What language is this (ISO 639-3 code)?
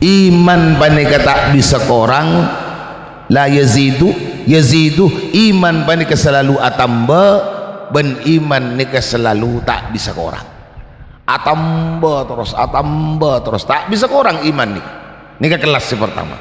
mad